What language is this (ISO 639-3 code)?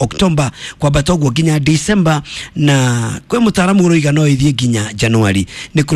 kik